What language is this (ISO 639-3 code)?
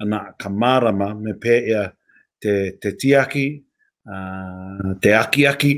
mri